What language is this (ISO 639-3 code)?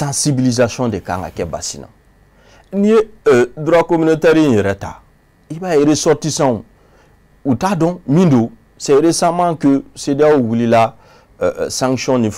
bam